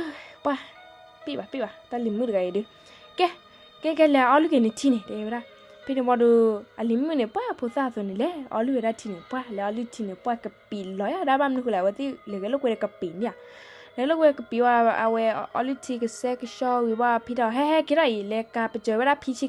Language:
S'gaw Karen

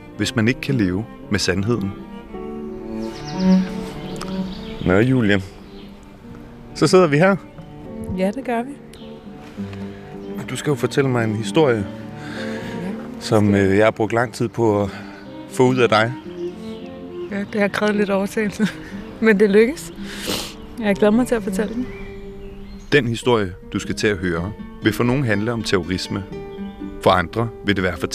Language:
Danish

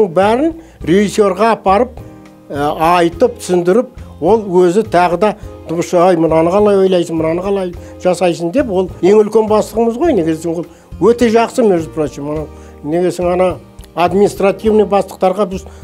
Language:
Kazakh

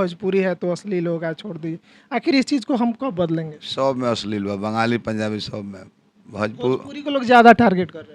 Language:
Bhojpuri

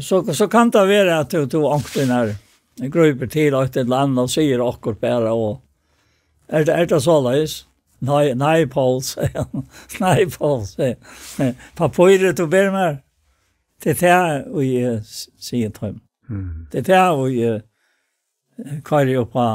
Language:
Faroese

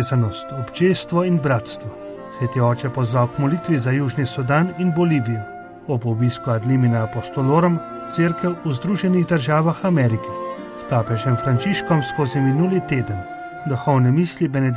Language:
Slovenian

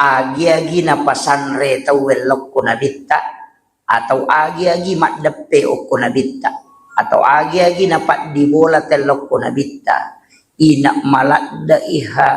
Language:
Buginese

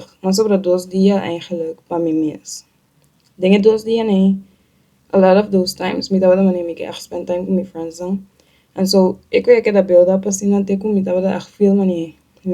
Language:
Papiamento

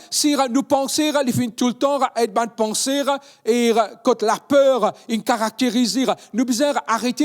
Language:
Morisyen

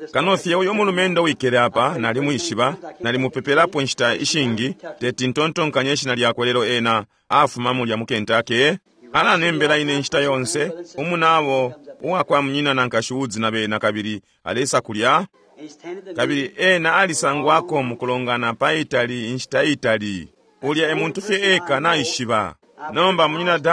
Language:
Bemba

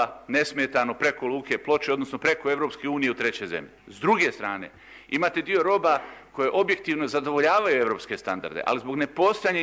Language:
Bosnian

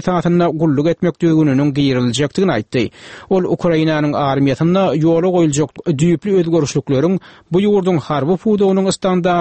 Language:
Turkmen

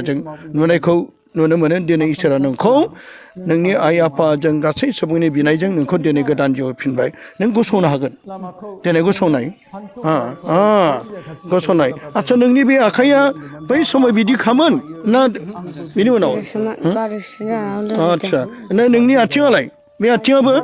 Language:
Bodo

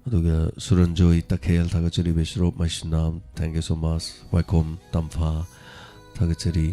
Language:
Manipuri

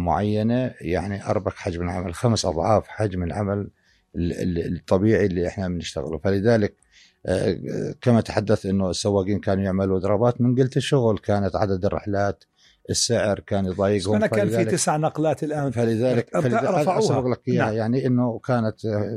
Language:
North Levantine Arabic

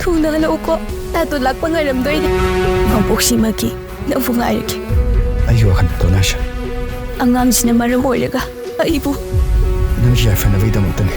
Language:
Manipuri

